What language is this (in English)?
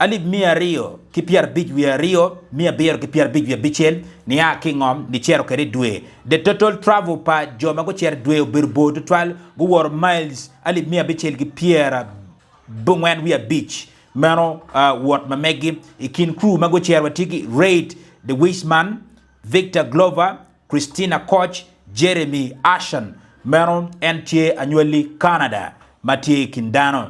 Acoli